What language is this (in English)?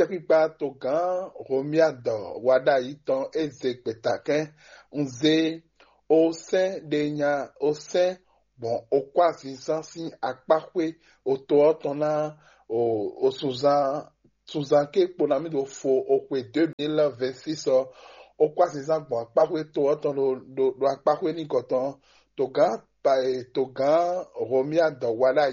Fon